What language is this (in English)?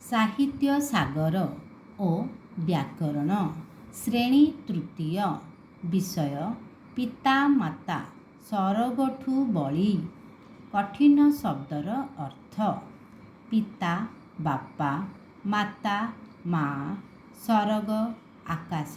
Odia